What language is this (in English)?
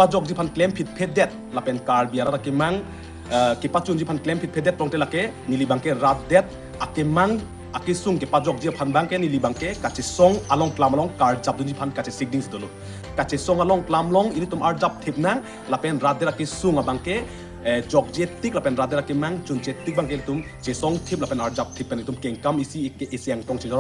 Karbi